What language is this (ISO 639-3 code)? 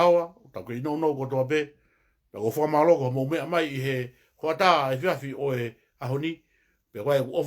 ton